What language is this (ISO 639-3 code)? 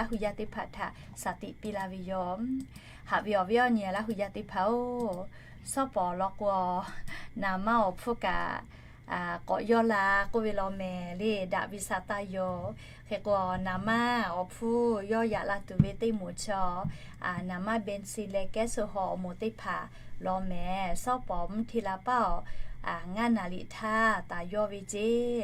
lhu